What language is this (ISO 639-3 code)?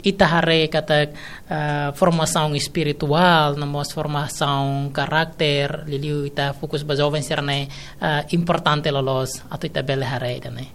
tet